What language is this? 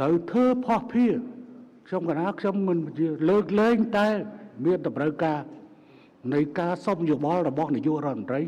Khmer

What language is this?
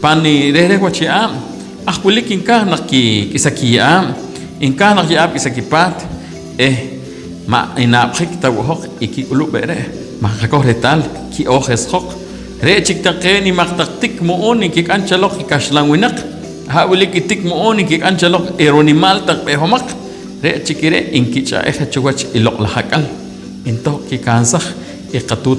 Poqomchi'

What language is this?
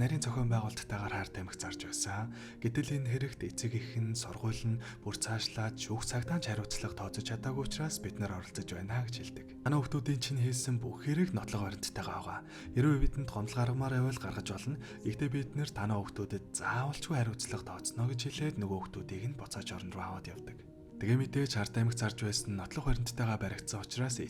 Mongolian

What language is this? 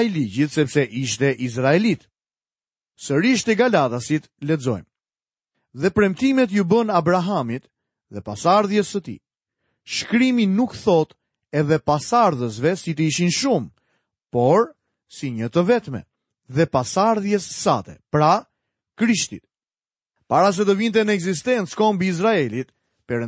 Albanian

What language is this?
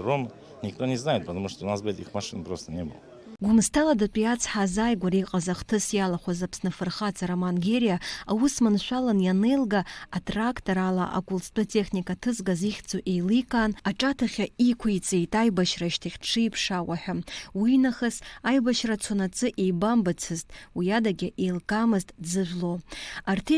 Abkhazian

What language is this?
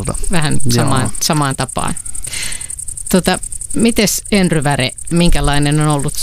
Finnish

